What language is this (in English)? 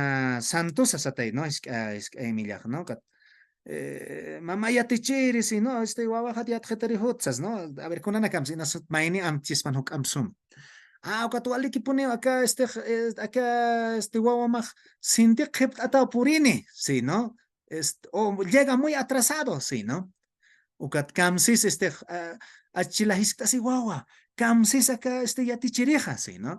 Aymara